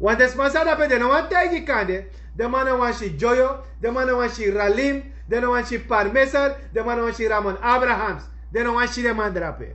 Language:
Sranan Tongo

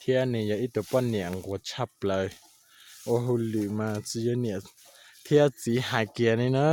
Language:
Hmong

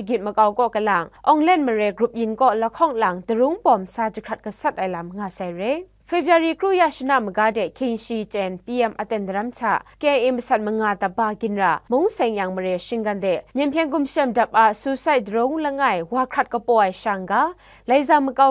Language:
Kachin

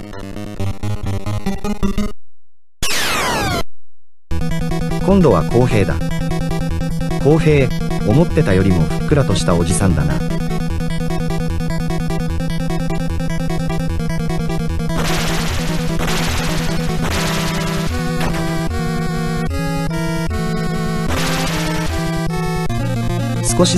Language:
Japanese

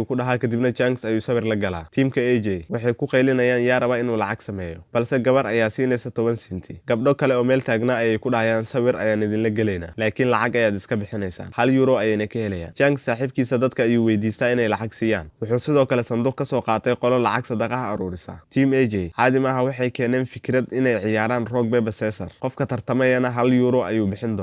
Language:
Somali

